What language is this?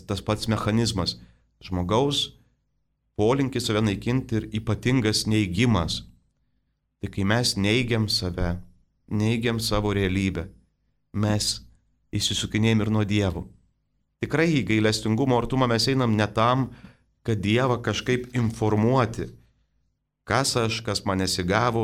Lithuanian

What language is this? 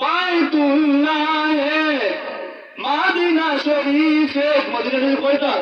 Sylheti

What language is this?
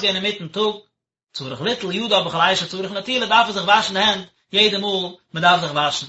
Yiddish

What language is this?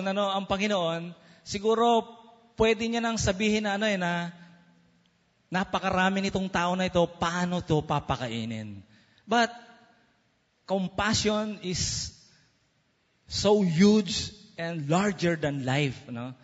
Filipino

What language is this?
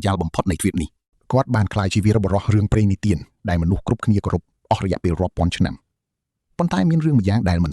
Khmer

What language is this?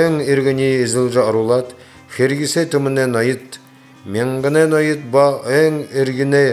Buriat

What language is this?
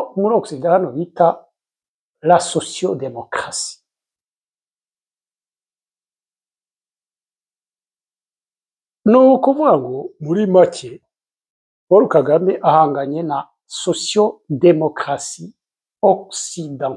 Kinyarwanda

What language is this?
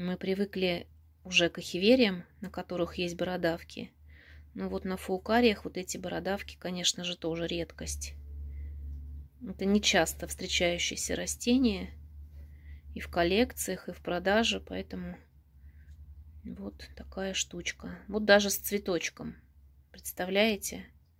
Russian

